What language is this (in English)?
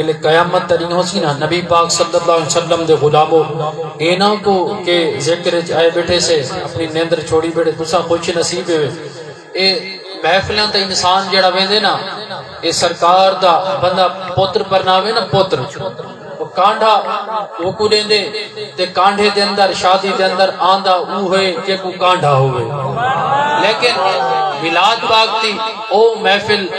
Saraiki